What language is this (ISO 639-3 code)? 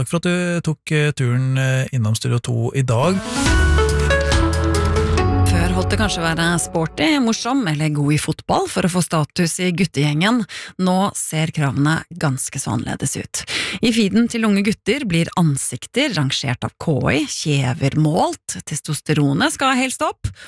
nor